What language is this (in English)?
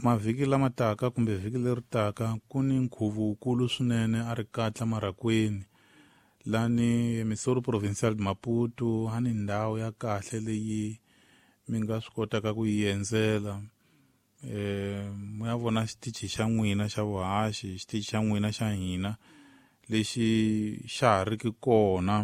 Tsonga